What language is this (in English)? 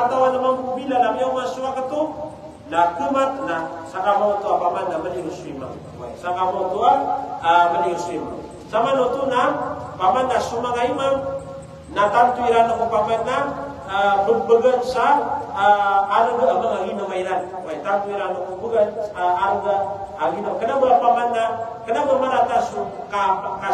Maranao